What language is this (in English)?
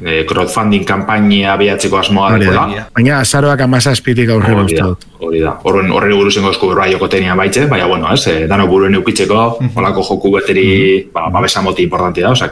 Basque